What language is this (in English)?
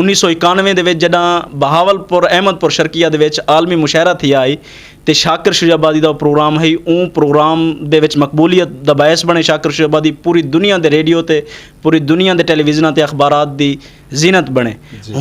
Saraiki